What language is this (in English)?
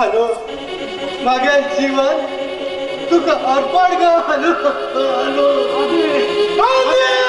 Konkani